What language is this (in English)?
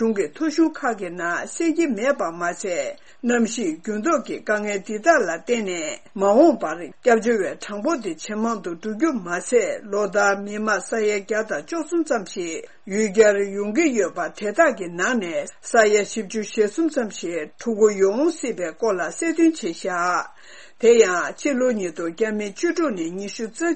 Tibetan